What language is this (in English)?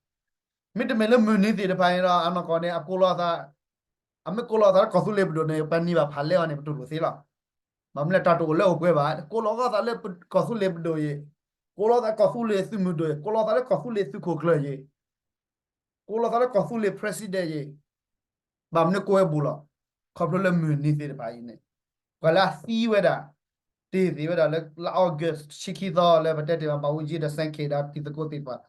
S'gaw Karen